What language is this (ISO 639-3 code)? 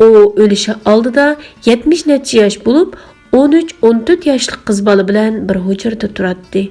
uig